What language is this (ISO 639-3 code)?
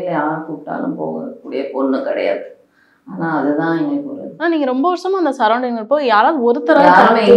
tam